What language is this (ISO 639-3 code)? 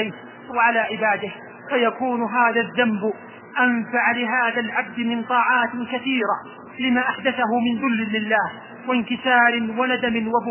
ara